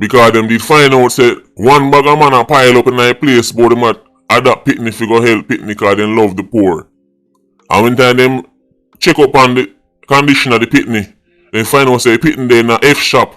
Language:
Jamaican Creole English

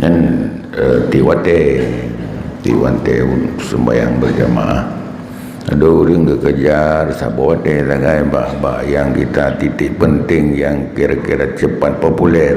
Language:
Achinese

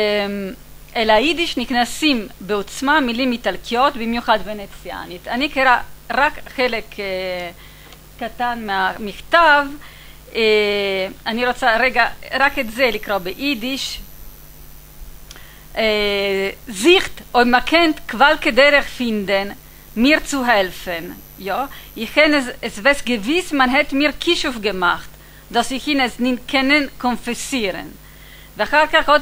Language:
Hebrew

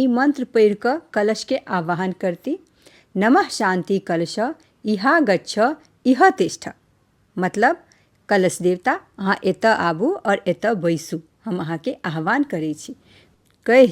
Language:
Maithili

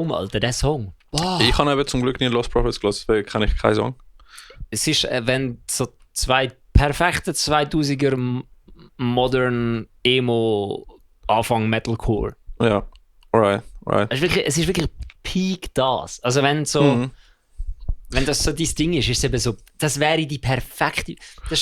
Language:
Swiss German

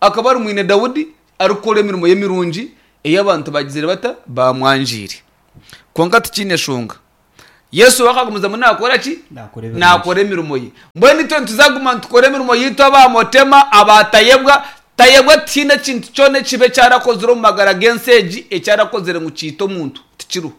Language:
Nyankole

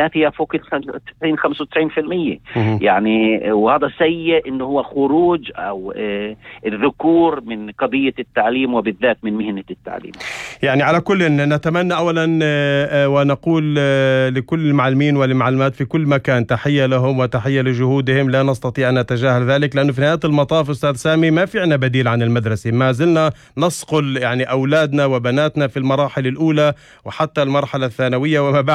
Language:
North Levantine Arabic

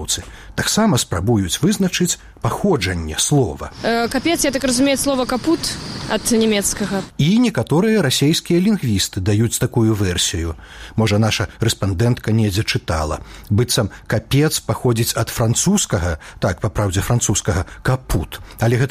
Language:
Belarusian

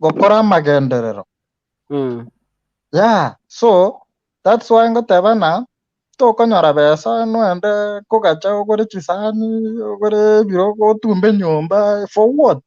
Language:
Gusii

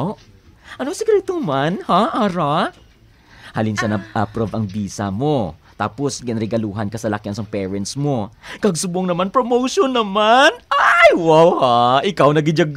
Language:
Hiligaynon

